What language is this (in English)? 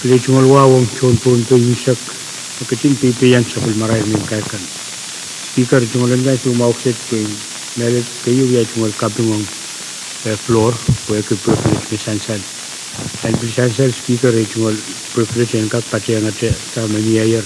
Pohnpeian